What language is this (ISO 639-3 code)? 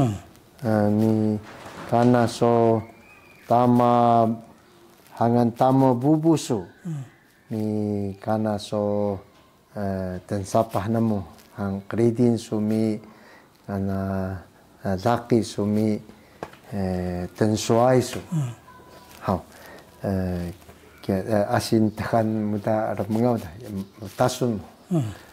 trv